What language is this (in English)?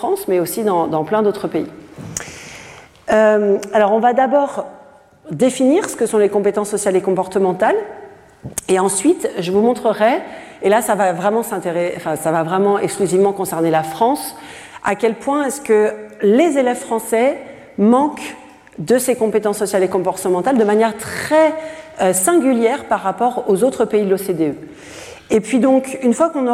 French